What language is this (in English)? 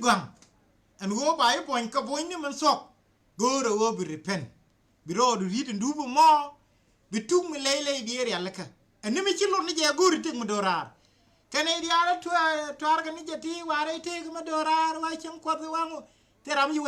Nuer